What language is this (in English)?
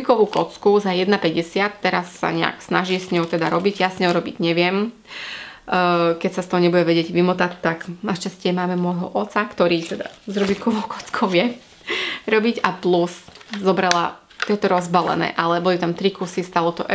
Slovak